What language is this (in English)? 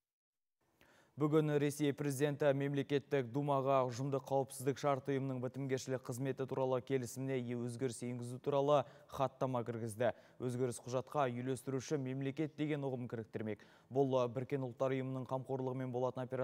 Kazakh